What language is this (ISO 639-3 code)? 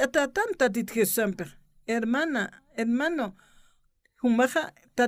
aym